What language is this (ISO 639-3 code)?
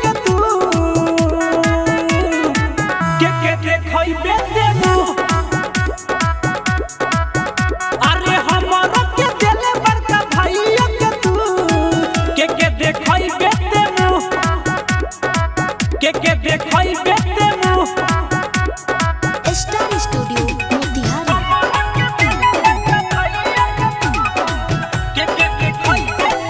bho